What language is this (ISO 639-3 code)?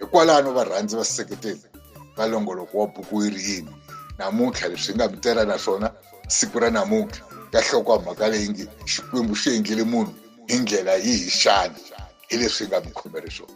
tso